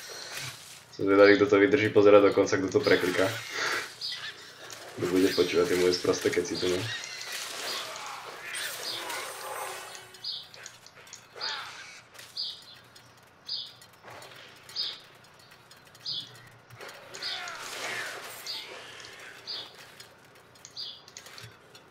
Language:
Slovak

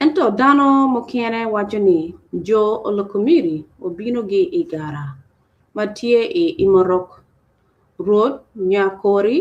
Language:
Acoli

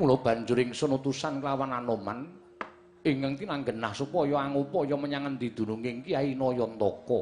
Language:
Javanese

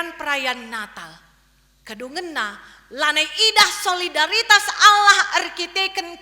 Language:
Batak Karo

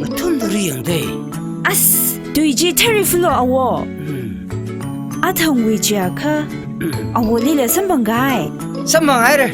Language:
Tangkhul Naga (India)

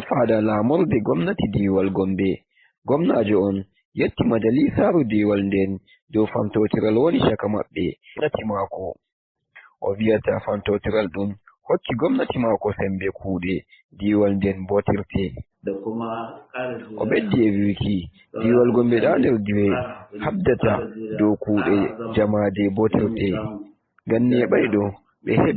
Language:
Nigerian Fulfulde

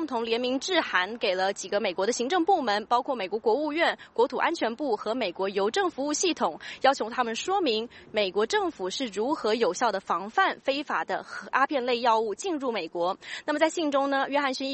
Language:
Chinese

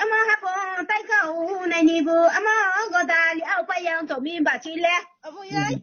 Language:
Riang (India)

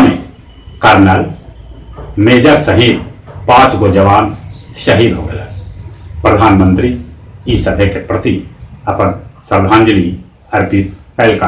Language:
Magahi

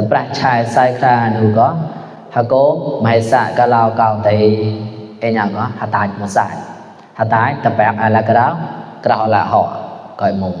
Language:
Mon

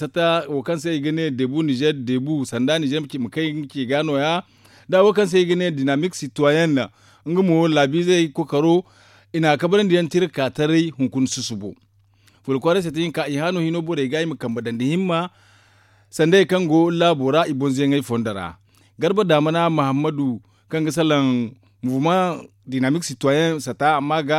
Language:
Zarma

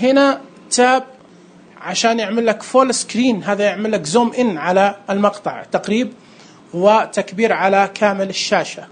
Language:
Najdi Arabic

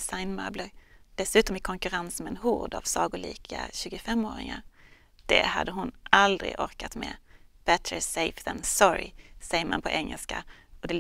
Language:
Swedish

